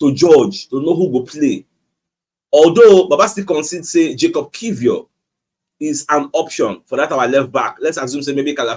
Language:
Nigerian Pidgin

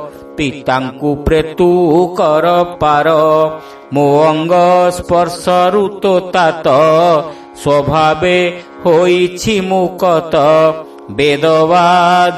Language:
Odia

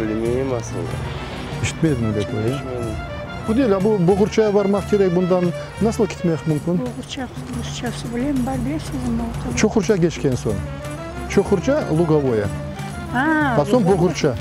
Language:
Crimean Tatar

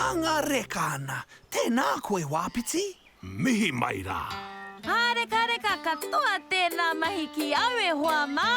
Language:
Māori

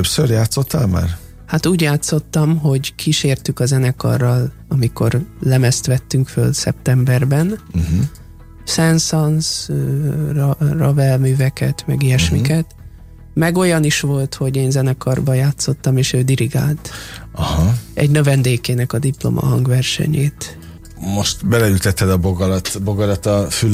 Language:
Hungarian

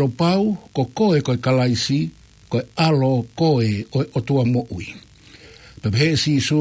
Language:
Tongan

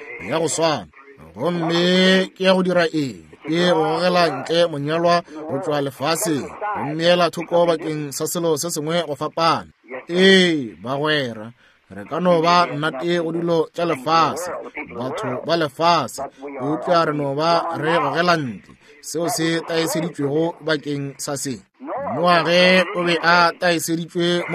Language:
Northern Sotho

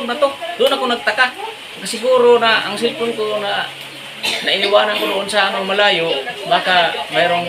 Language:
Filipino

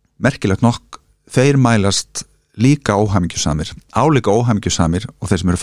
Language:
Icelandic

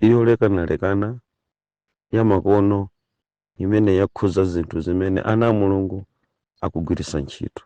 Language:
Nyanja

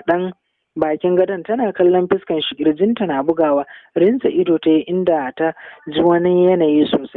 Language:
Hausa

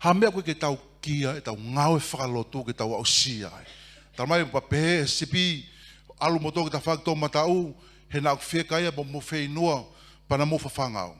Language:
Tongan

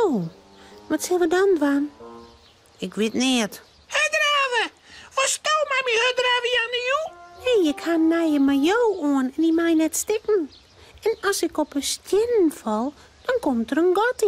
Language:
Western Frisian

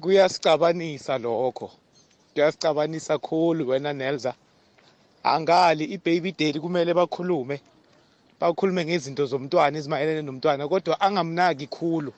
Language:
South Ndebele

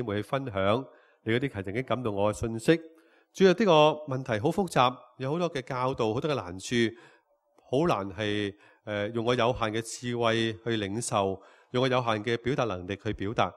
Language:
Cantonese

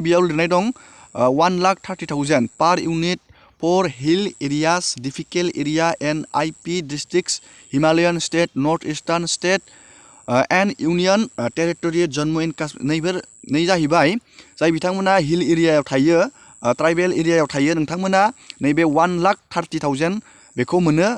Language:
Bodo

